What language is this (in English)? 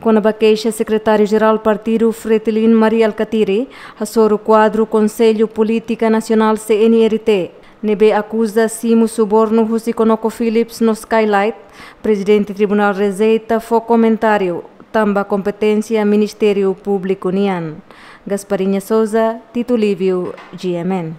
Tetum